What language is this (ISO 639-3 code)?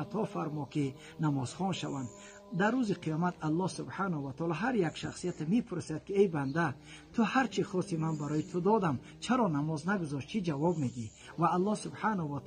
tgk